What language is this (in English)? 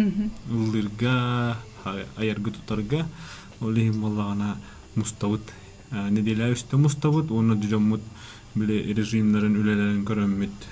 Yakut